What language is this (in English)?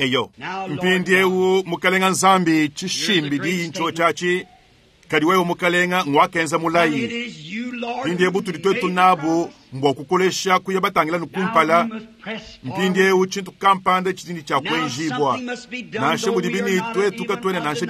Luba-Lulua